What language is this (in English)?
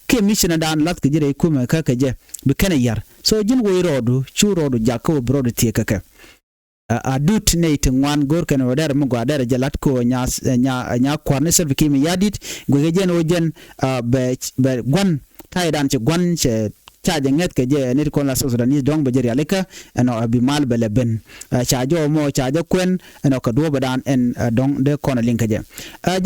Nuer